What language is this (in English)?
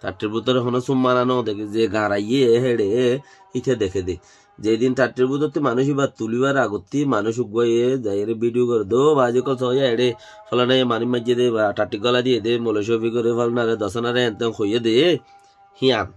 Rohingya